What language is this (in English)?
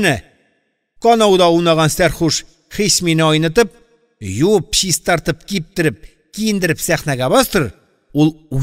Tatar